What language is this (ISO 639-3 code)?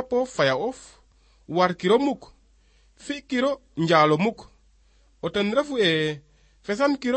srr